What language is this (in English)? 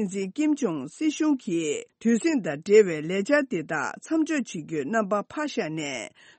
Tibetan